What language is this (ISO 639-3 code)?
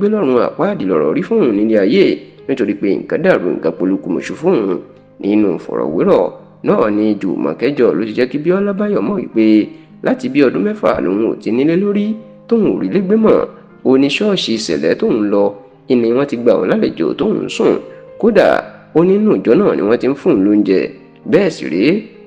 yor